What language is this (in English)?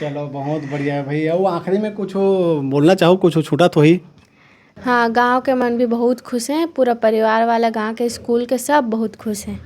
Chhattisgarhi